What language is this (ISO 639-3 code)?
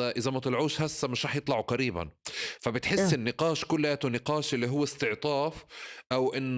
apc